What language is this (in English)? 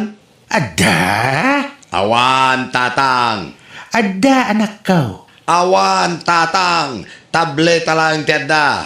Iloko